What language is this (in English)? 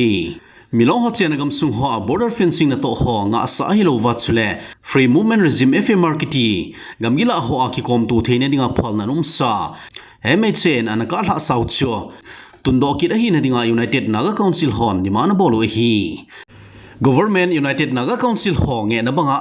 Thado Chin